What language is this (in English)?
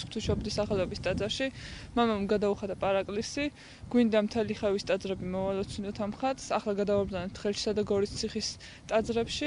Georgian